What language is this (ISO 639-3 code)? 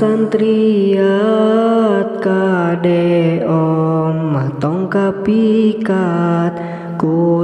sun